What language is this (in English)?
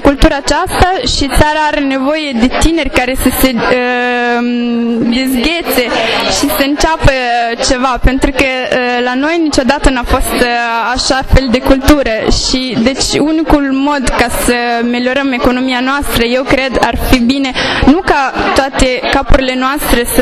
Romanian